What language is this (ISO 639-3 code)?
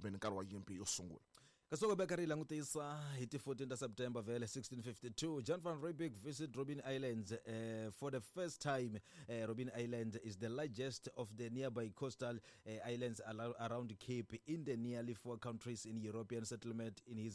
tso